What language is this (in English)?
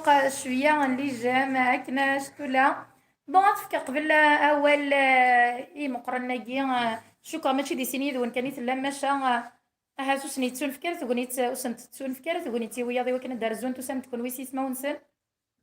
Kabyle